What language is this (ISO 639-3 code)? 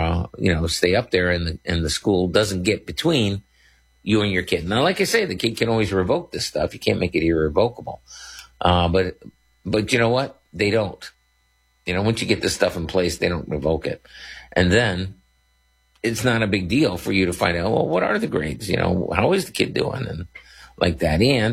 eng